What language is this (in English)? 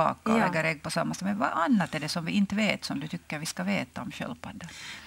Swedish